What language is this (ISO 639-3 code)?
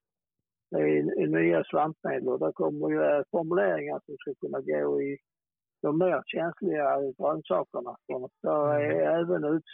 swe